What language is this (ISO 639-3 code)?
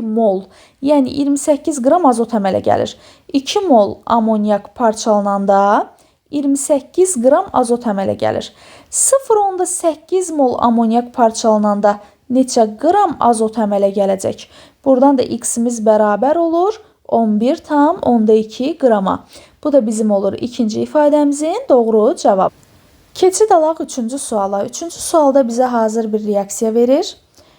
aze